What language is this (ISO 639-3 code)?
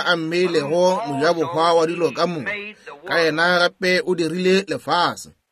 nso